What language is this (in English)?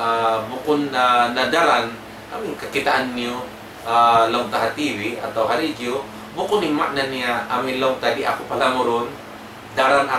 Tausug